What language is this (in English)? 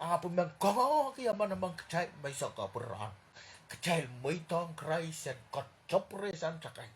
Pohnpeian